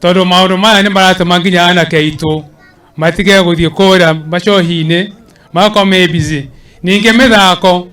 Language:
Kikuyu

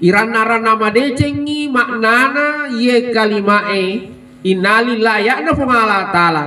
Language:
Buginese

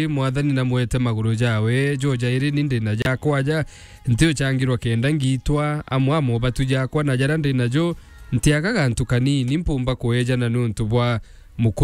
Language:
Meru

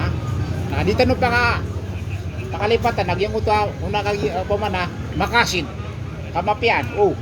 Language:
Maranao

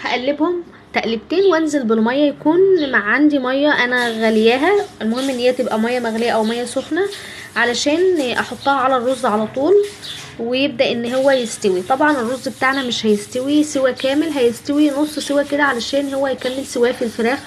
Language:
Egyptian Arabic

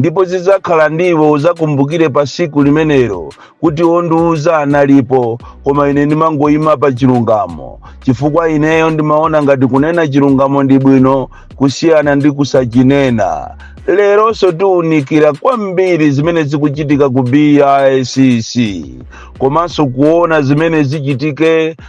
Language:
Nyanja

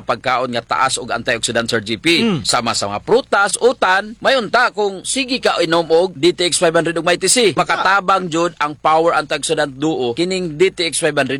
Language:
Cebuano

